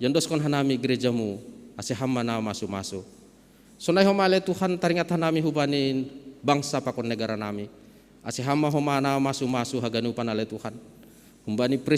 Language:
Batak Simalungun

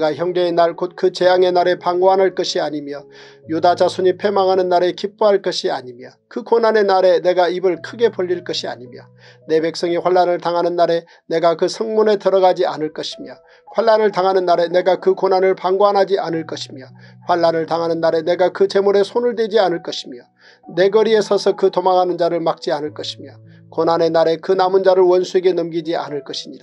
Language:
Korean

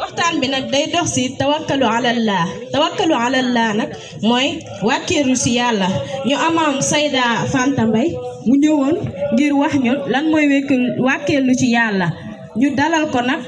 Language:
Wolof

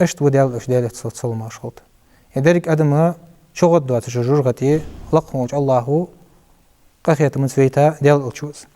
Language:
Ingush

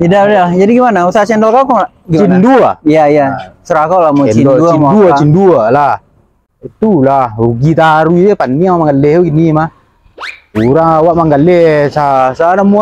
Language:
Minangkabau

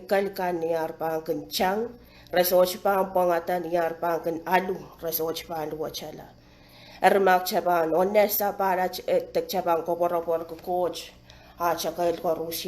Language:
Pohnpeian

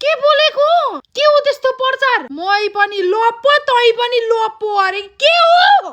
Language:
Nepali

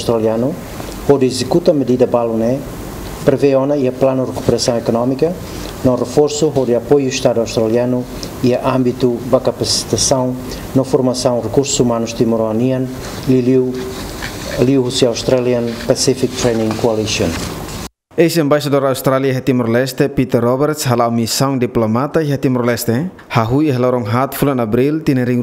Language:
Tetum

